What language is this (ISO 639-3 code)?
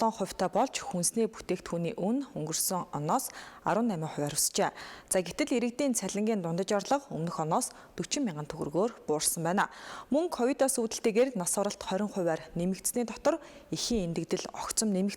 mon